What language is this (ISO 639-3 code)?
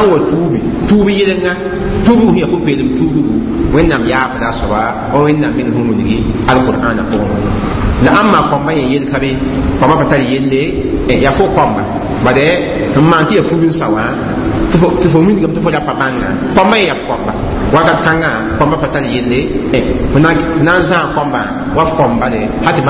mos